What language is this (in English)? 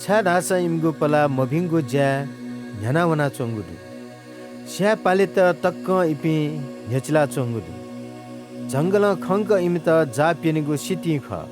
Newari